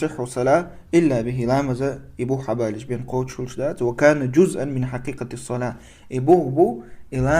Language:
Chechen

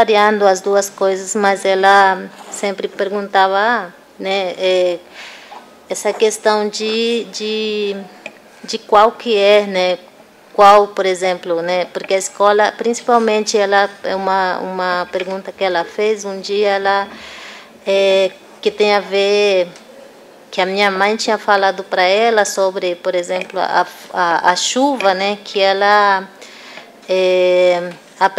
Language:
Portuguese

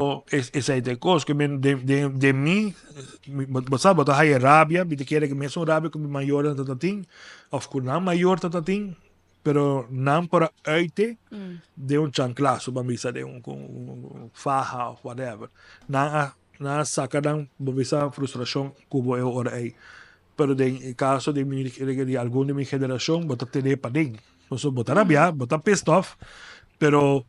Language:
Papiamento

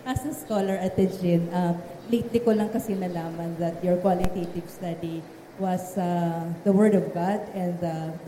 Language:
Filipino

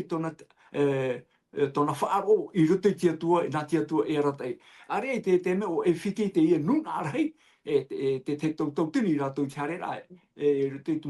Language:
Tahitian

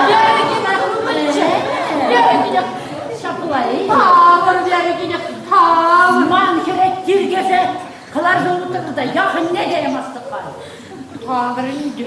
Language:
Chuvash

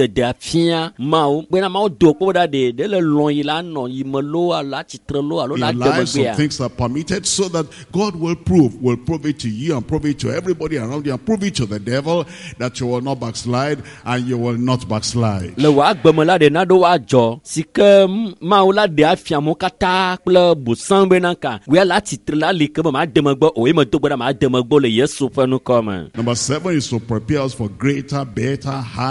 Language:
Ewe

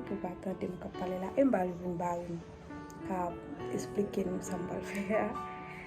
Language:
Haitian Creole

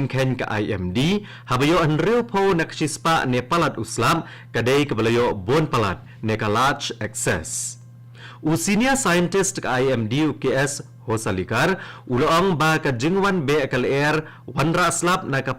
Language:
Khasi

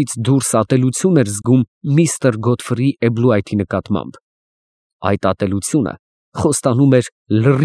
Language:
Armenian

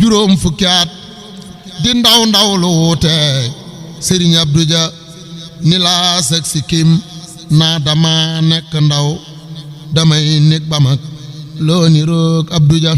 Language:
Wolof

